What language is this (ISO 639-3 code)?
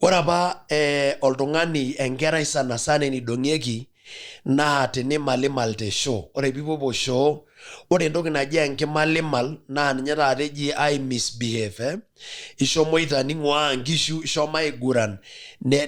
mas